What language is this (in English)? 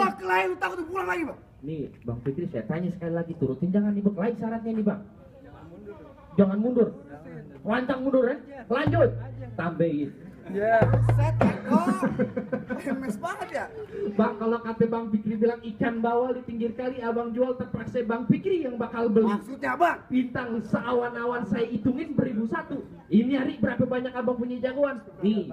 Betawi